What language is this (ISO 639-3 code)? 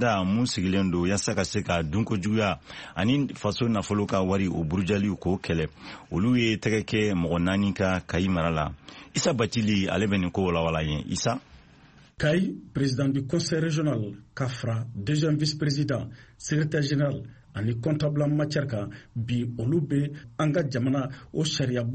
bam